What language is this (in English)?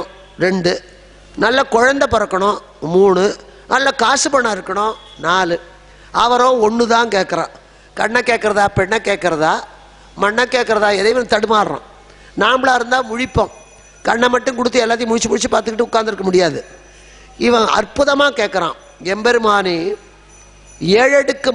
Tamil